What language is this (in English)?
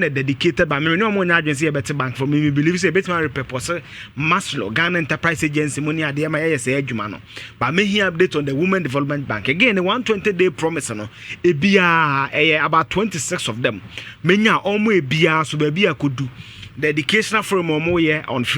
Akan